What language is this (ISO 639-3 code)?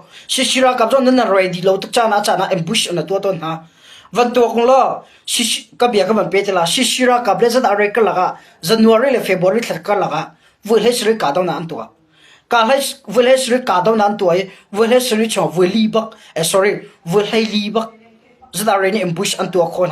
cnh